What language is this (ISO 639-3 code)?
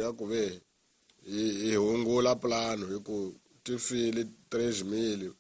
tso